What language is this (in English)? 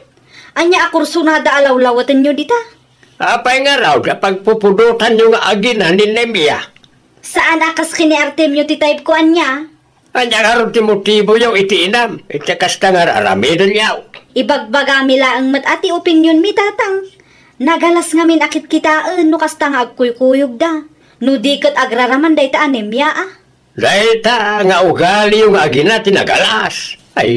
Iloko